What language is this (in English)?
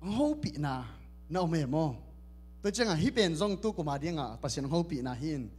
Tedim Chin